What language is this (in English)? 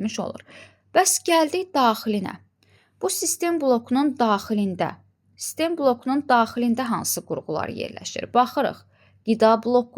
Azerbaijani